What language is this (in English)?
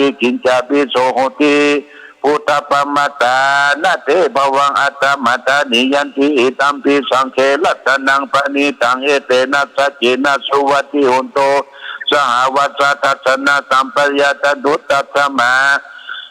Pali